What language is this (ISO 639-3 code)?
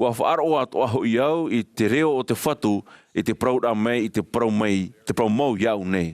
tah